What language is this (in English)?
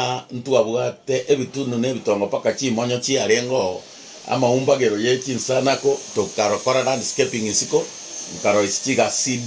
Gusii